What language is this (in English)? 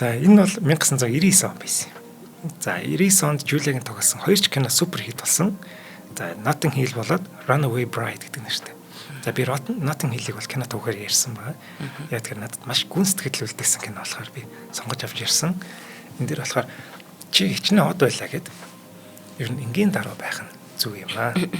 Mongolian